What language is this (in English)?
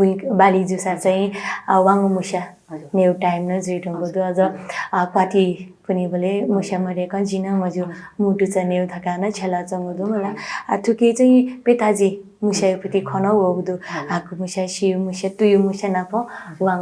Newari